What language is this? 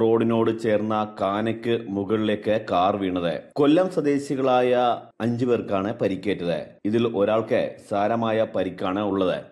Malayalam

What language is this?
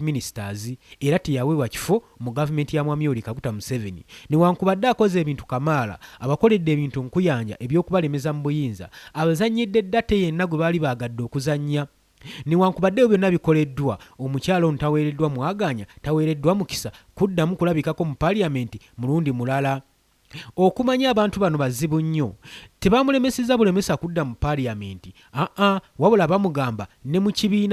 Ganda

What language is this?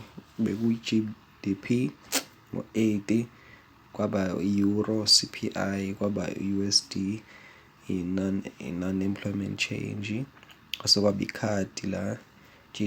Zulu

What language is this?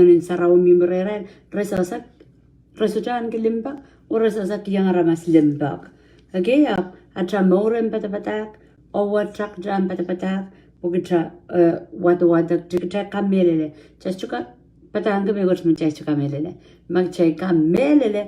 Pohnpeian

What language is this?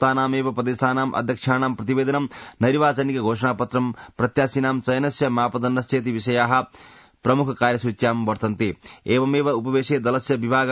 Sanskrit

